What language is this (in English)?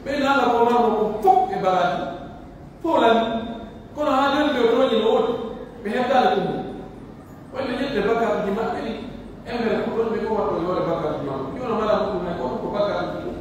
Pular